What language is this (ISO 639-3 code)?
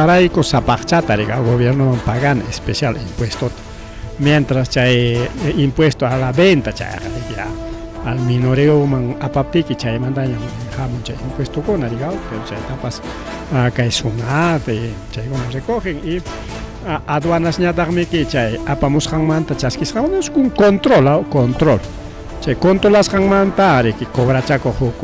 quy